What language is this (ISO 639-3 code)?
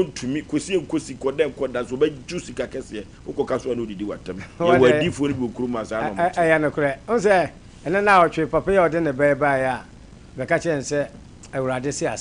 aka